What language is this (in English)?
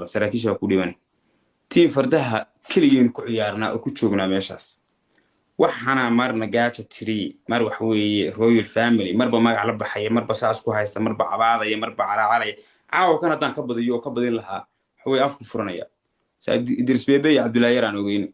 Somali